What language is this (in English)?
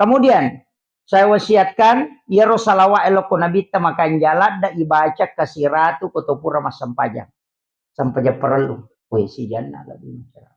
Buginese